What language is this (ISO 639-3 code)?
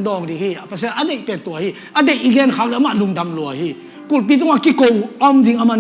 ctd